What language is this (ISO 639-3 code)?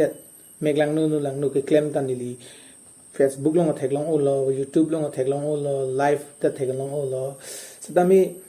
mjw